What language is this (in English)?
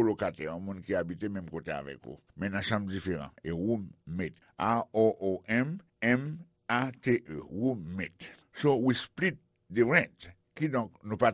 Haitian Creole